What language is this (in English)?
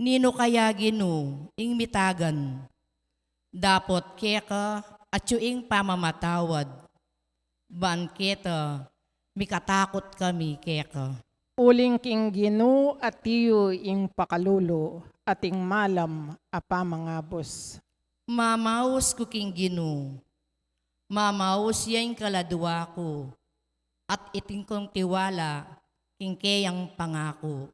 Pampanga